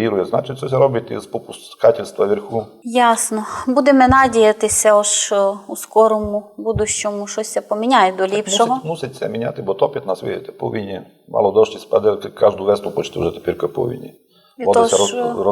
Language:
Rusyn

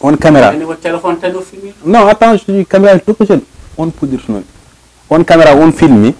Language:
Fula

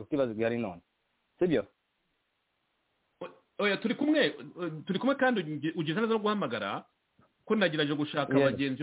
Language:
Kinyarwanda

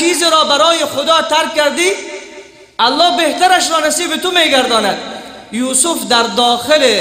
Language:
Persian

